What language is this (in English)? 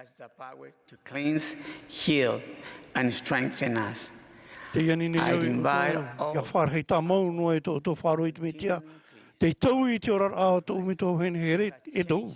Tahitian